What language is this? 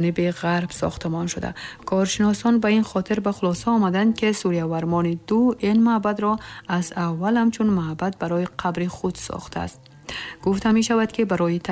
Tajik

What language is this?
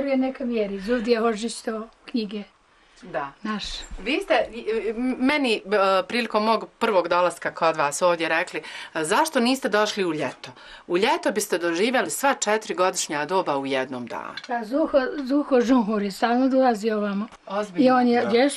Bosnian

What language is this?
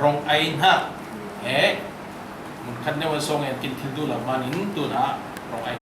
Falam Chin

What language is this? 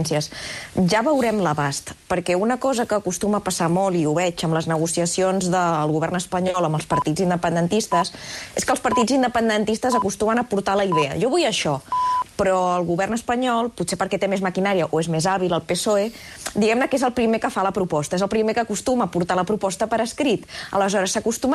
Catalan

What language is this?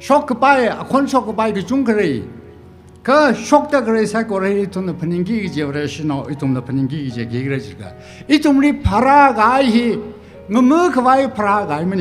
Tangkhul Naga (India)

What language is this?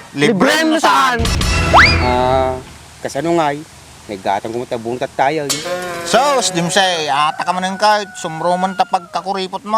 Iloko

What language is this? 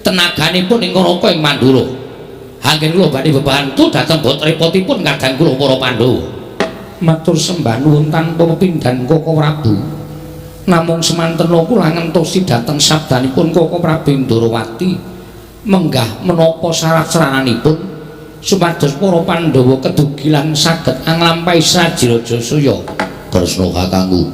Javanese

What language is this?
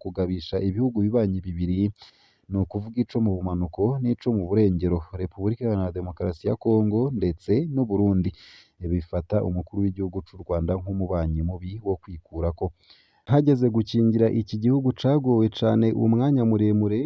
Rundi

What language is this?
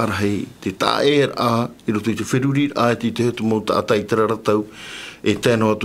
Tahitian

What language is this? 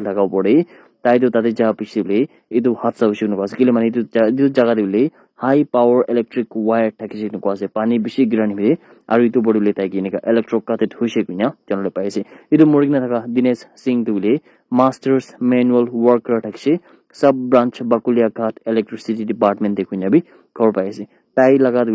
Naga Pidgin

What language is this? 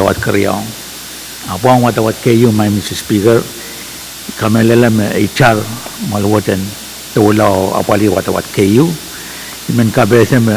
Pohnpeian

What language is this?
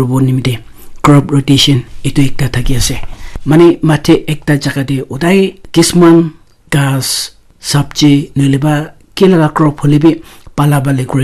Naga Pidgin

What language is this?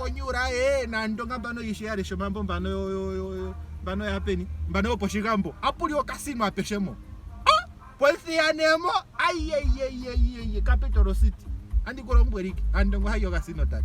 Ndonga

